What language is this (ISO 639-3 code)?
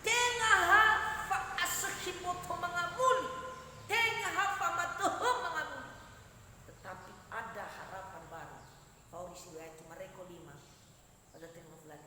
nia